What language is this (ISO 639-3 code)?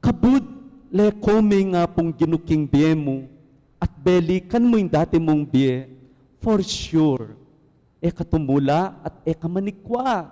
pam